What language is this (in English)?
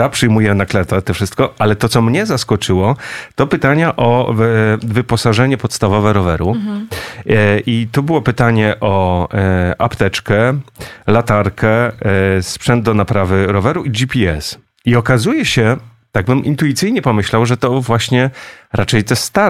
Polish